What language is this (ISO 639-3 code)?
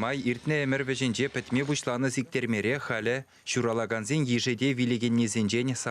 chv